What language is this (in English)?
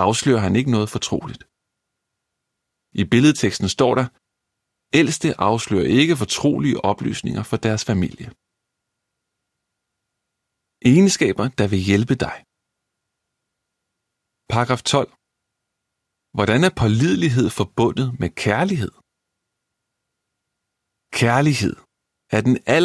Danish